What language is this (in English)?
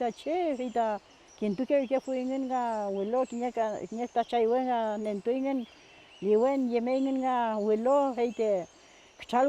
Mapuche